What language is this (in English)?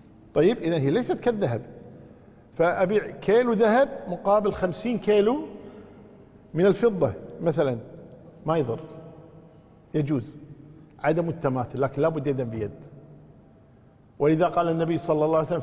Arabic